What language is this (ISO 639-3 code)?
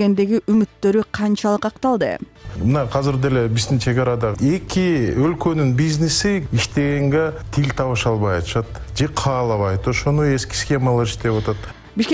kir